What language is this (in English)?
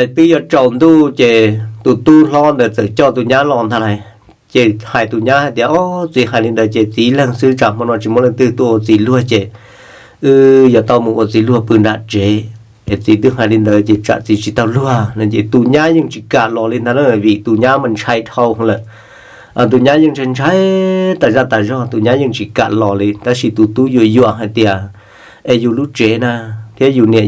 Hmong